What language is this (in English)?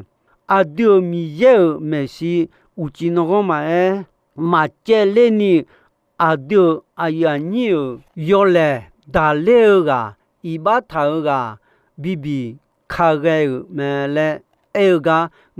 Akha